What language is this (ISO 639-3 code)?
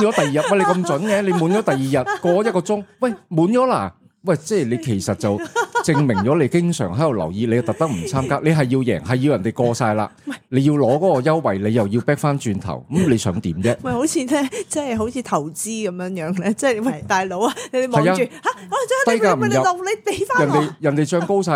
yue